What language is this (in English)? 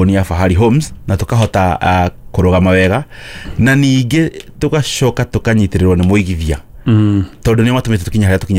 Kikuyu